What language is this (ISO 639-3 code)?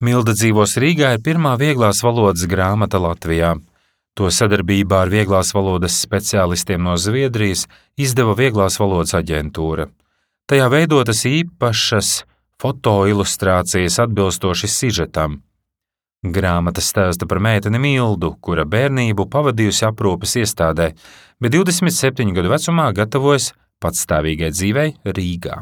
lav